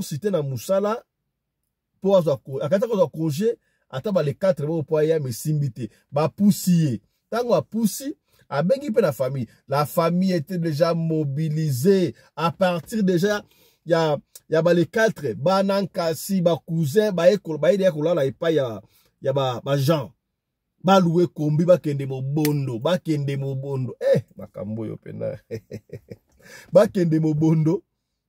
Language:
Lingala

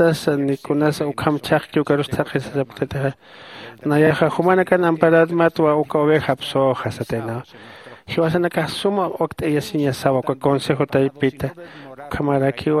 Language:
Aymara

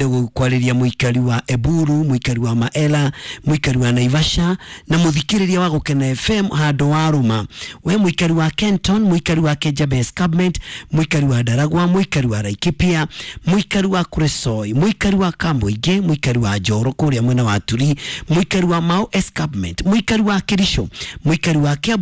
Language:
Kikuyu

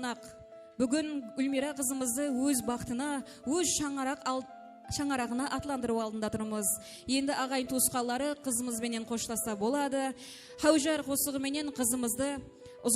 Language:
Kara-Kalpak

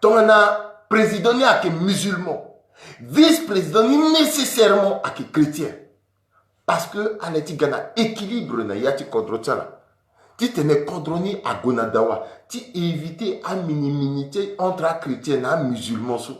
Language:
Sango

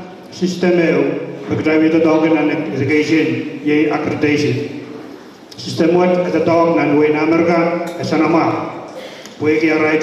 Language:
Pohnpeian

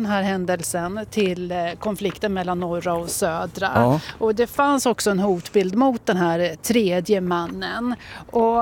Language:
Swedish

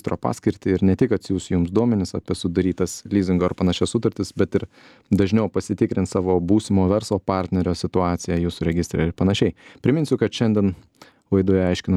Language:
Lithuanian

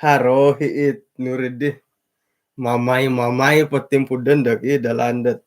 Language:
Central Dusun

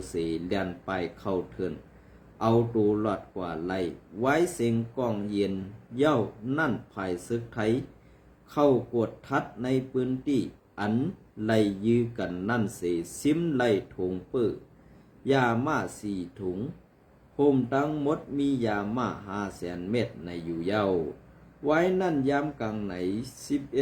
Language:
Shan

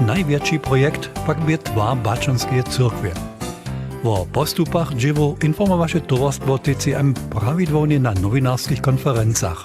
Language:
Upper Sorbian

